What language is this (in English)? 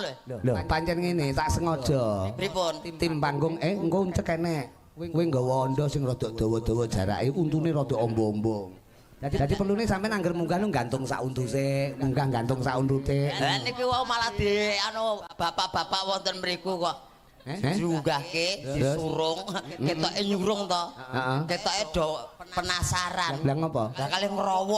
Javanese